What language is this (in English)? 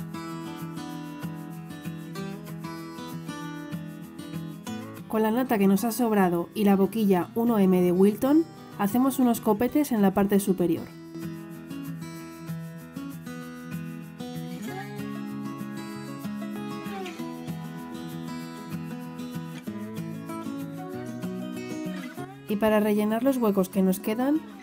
Spanish